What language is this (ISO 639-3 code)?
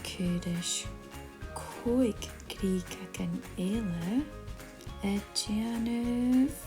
gla